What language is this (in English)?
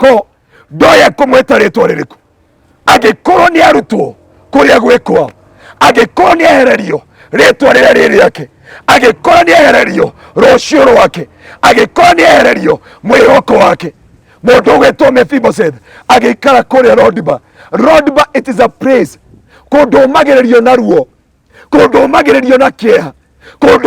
Kikuyu